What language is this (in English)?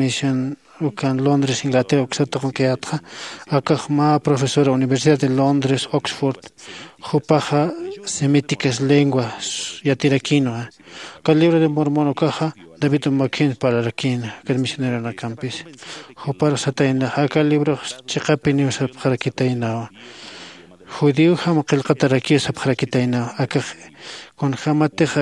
Aymara